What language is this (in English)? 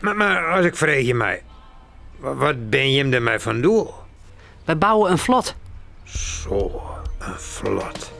Western Frisian